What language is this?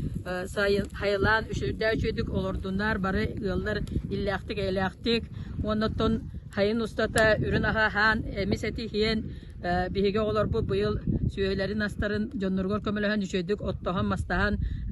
Yakut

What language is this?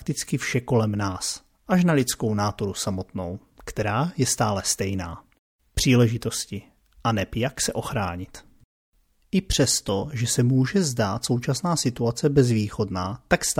Czech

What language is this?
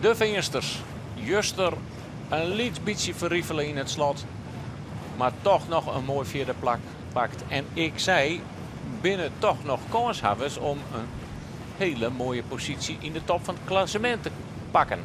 Western Frisian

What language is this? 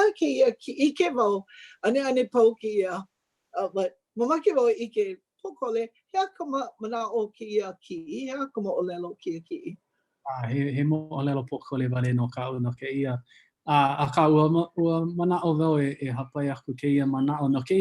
Hawaiian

